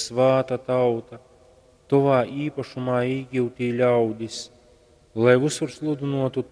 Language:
Latgalian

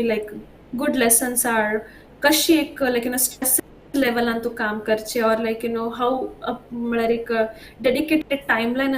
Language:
Konkani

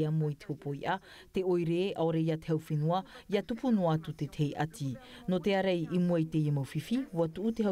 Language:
Tahitian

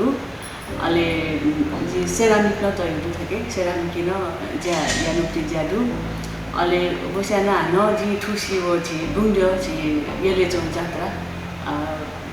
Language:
Newari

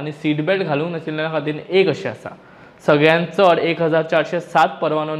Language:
Konkani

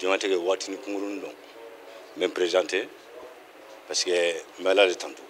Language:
Bambara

